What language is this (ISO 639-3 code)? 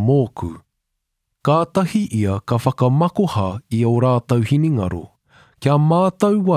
mri